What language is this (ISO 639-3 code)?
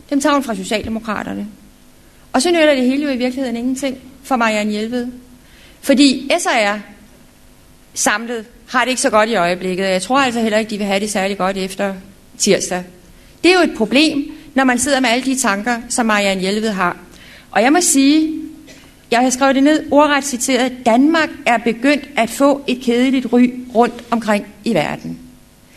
dan